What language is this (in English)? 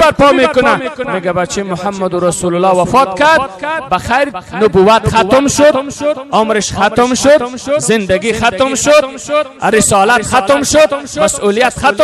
Persian